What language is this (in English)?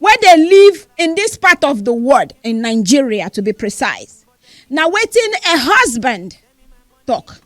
Nigerian Pidgin